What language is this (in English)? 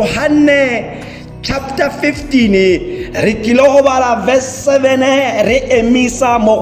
Tswana